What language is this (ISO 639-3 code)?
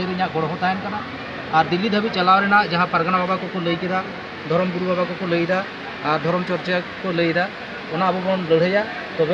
sat